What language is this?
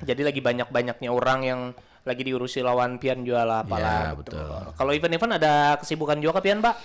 Banjar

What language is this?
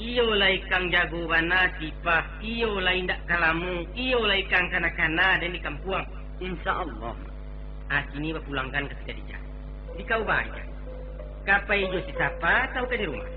Minangkabau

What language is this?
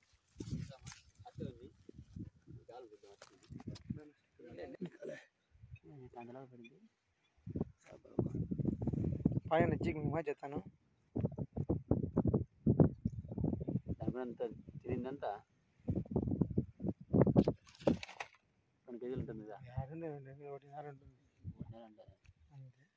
Telugu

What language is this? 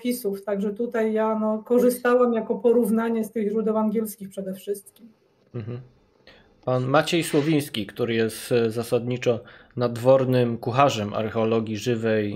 Polish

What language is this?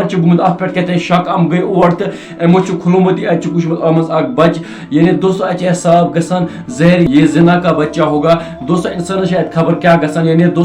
Kashmiri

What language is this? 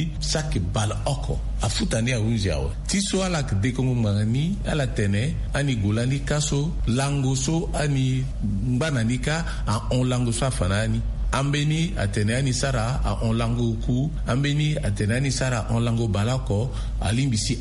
Sango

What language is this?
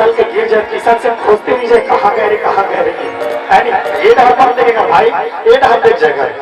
Chhattisgarhi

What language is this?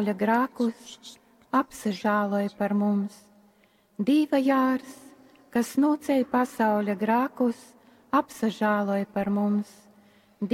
Latgalian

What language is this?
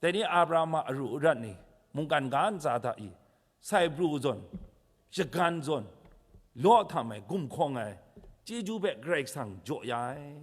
Kachin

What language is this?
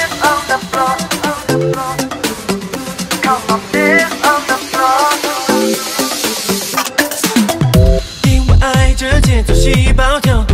Chinese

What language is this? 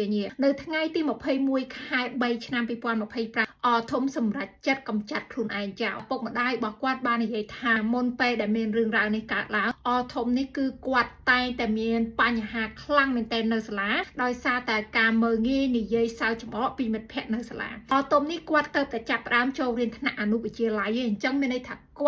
Khmer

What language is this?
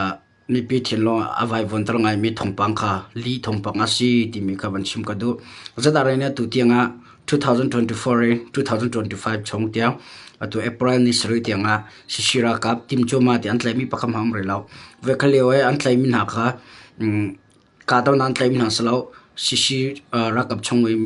Hakha Chin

